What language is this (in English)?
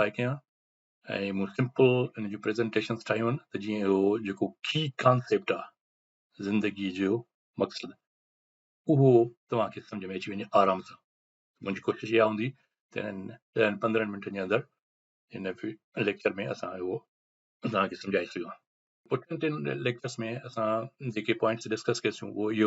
Sindhi